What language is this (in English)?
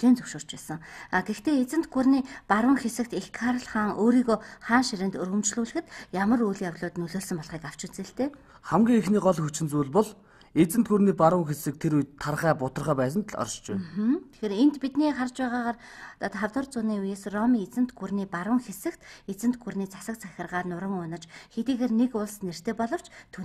Mongolian